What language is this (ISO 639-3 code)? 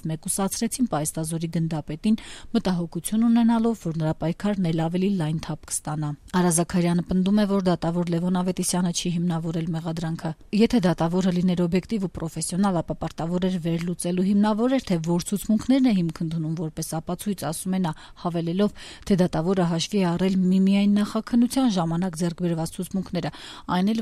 hye